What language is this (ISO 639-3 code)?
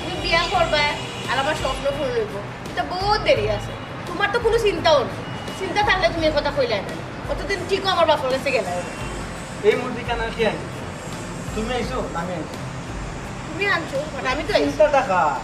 syl